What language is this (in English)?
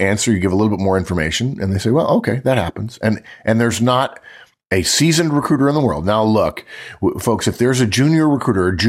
English